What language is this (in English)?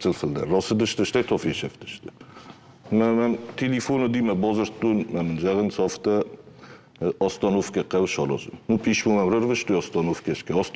Ossetic